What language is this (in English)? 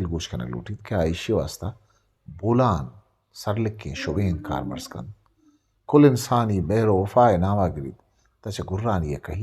Eastern Balochi